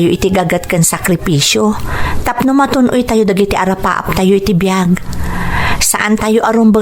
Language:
Iloko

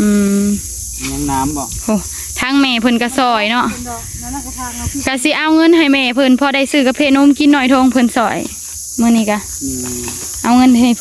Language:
Northeastern Thai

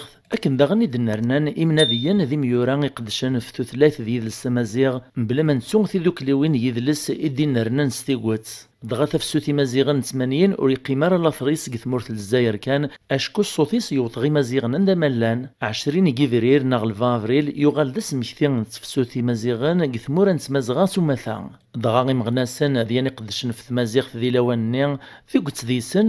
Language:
Kabyle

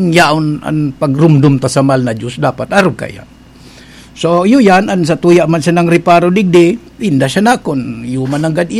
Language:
Bikol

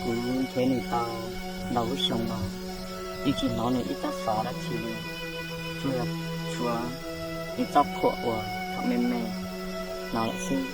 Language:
Hmong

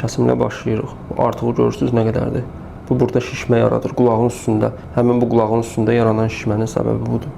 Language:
Azerbaijani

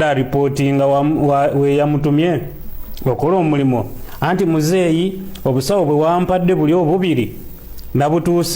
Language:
Ganda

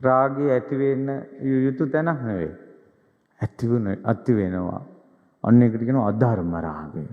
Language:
Sinhala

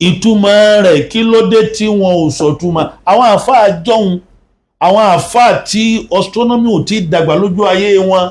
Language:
Yoruba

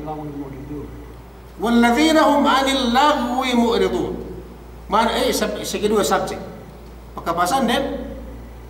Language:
Yakan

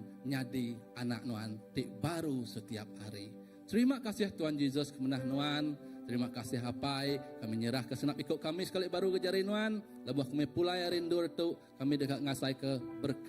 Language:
Iban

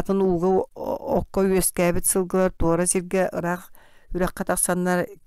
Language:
Yakut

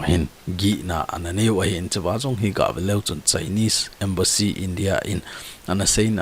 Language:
Thado Chin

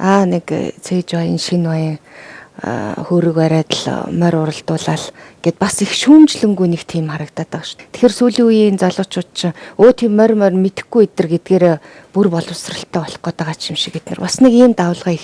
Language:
Mongolian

